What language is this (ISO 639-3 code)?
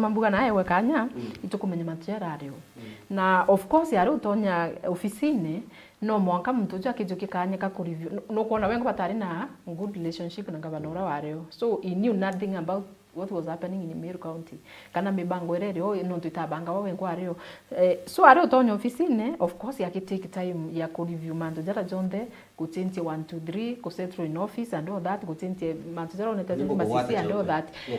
mer